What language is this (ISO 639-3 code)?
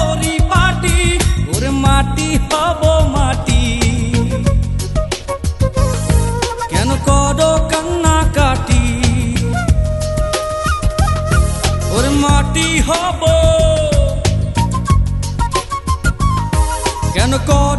ben